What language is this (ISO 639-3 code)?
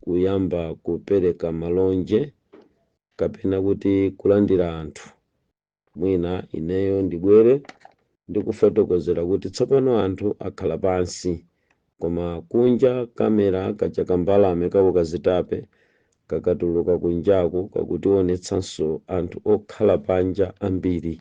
nya